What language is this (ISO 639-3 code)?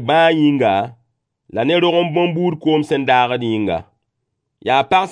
mos